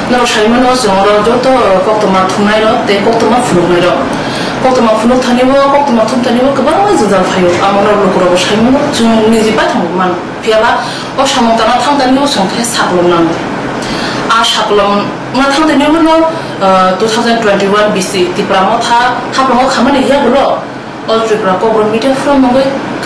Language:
Kok Borok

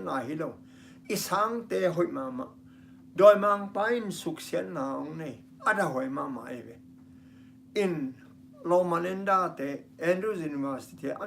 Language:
Tedim Chin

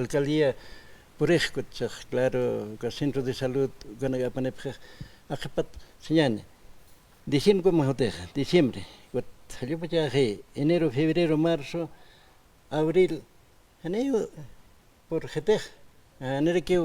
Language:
Aymara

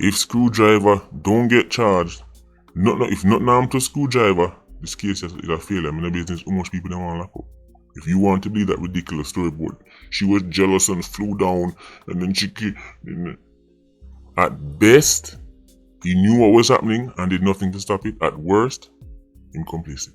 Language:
Jamaican Creole English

